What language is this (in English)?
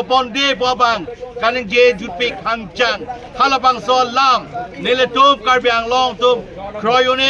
Karbi